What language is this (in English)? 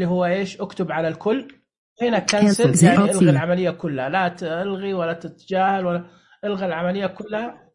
Najdi Arabic